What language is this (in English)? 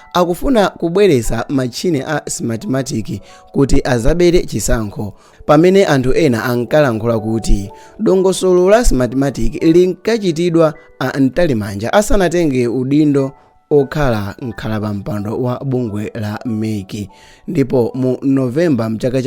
Nyanja